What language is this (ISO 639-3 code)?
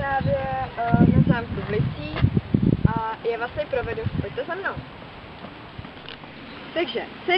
ces